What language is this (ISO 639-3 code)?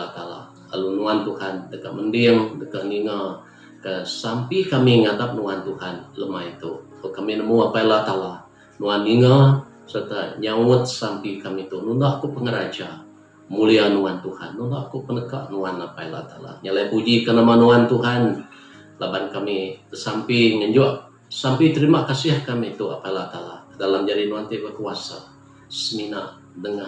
iba